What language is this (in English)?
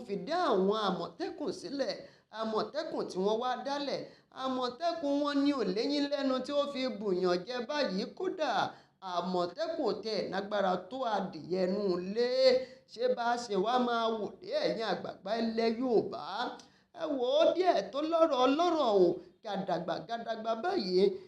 Yoruba